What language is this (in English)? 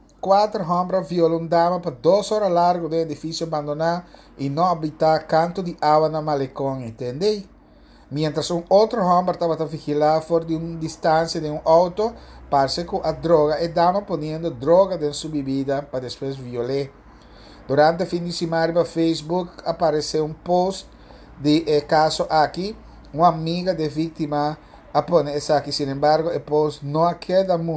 Papiamento